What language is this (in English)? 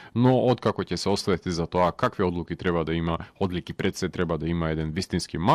Macedonian